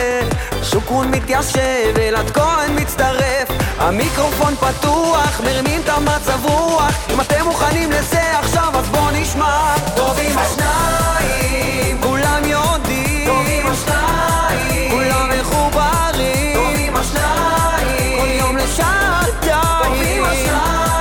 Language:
Hebrew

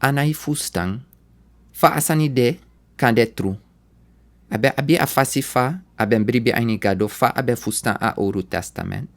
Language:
Sranan Tongo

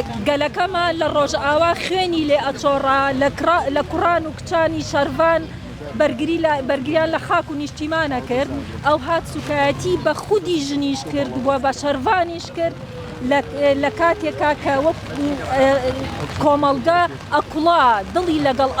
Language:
Central Kurdish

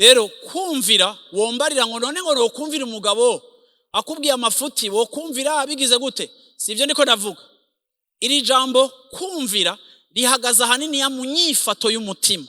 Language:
Rundi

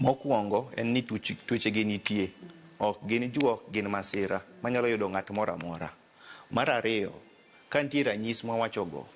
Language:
Luo (Kenya and Tanzania)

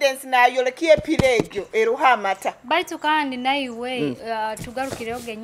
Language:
Nyoro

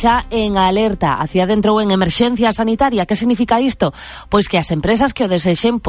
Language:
Galician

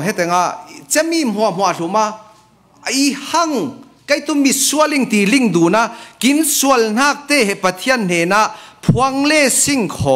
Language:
Falam Chin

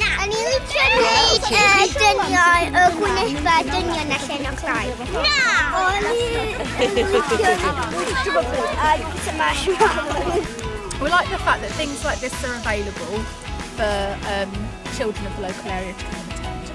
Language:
Welsh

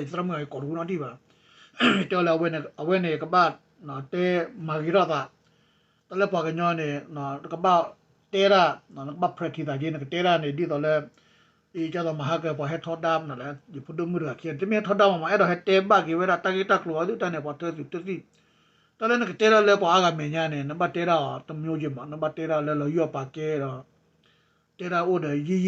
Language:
S'gaw Karen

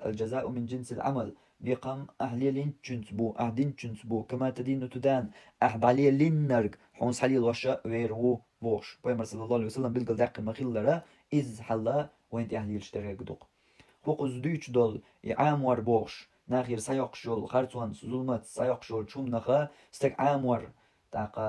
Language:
Chechen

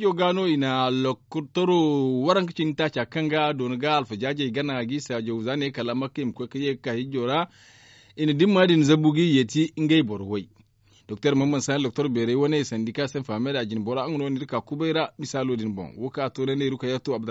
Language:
Zarma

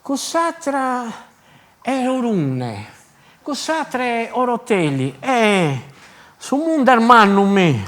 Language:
Sardinian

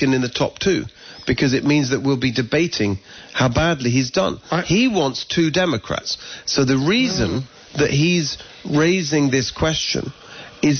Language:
English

